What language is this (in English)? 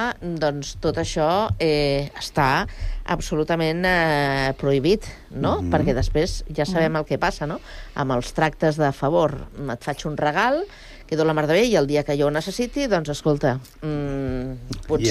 Catalan